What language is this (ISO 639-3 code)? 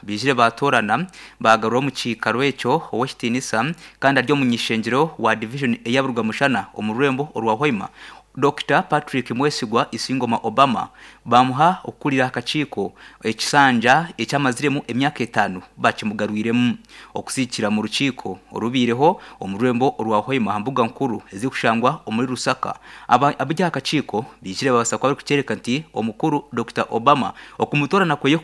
nyn